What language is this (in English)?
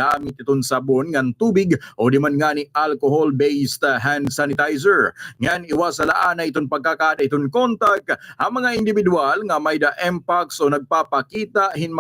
Waray